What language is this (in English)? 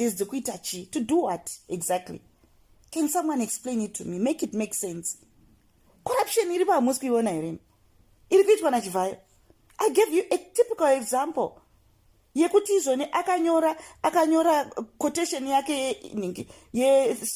Shona